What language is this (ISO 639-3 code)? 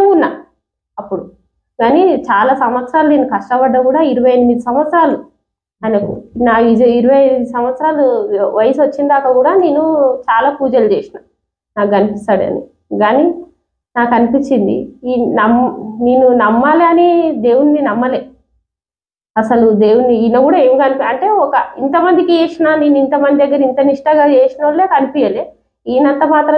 tel